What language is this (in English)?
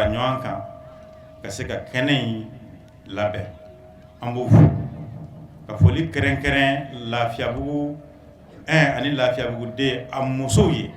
Bambara